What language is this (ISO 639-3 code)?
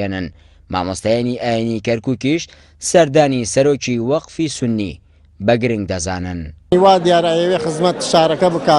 ckb